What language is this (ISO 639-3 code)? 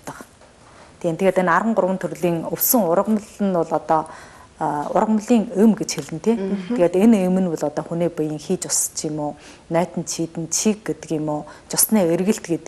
mon